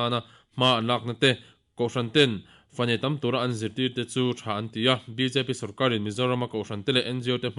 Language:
Mizo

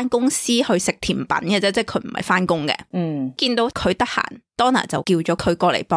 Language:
Cantonese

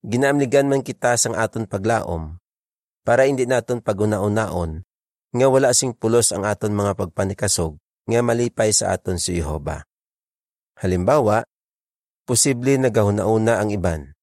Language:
Hiligaynon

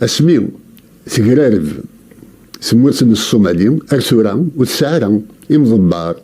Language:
Kabyle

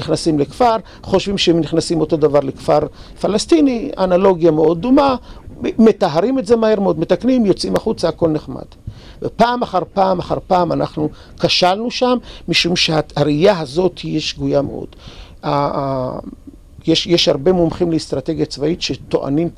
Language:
Hebrew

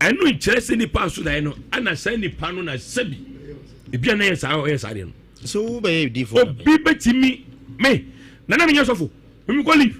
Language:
Akan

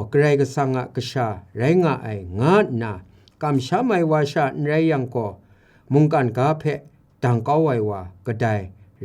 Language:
Kachin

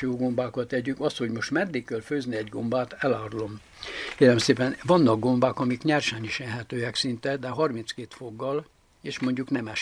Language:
Hungarian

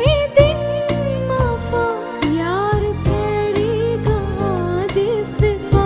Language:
Divehi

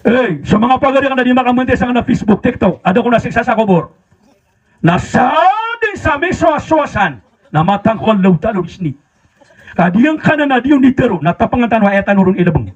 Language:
Maranao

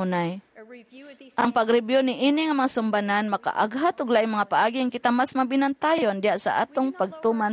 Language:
Cebuano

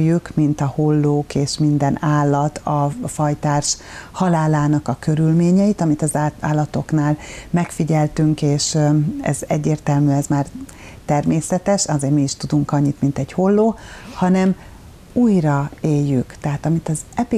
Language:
Hungarian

